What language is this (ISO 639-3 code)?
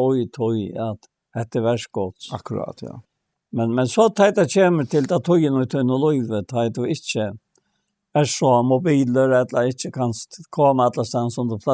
fao